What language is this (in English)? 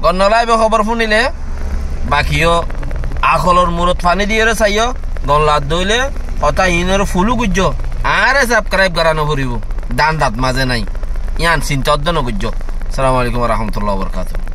Rohingya